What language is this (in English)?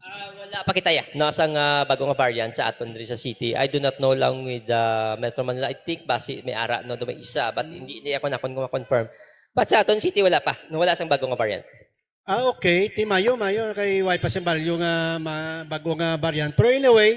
Hiligaynon